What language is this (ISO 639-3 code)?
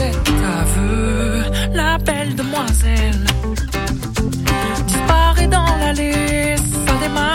fra